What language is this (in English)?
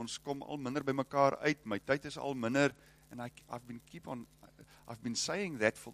Afrikaans